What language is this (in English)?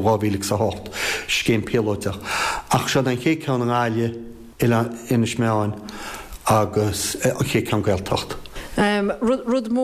Irish